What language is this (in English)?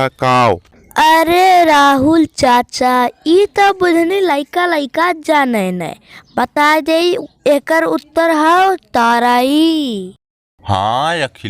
Bhojpuri